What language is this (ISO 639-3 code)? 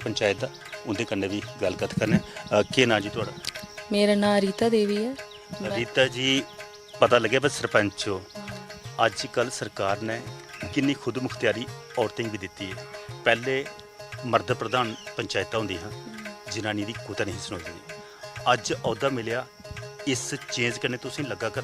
doi